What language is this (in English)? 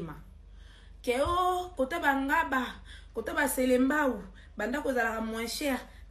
Lingala